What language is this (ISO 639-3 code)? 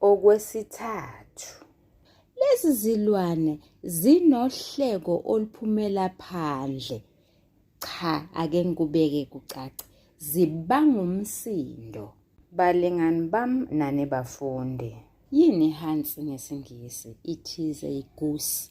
zul